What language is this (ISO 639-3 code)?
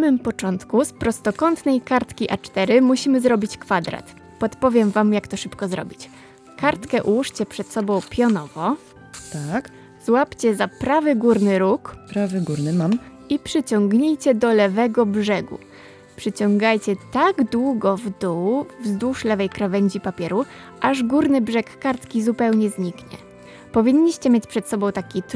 pol